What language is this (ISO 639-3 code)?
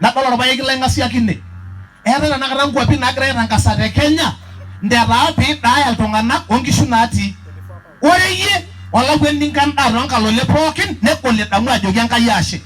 mas